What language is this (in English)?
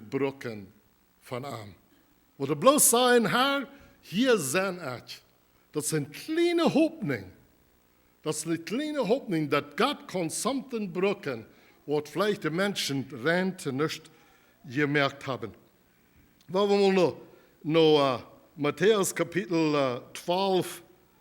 Plautdietsch